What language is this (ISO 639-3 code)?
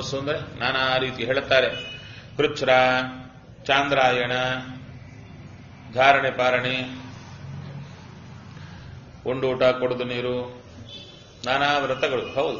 kan